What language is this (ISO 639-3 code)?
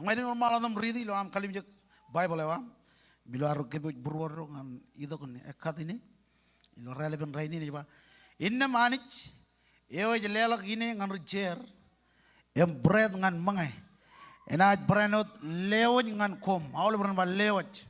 mah